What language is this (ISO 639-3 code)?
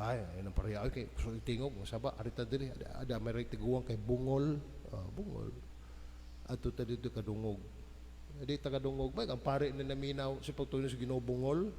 ceb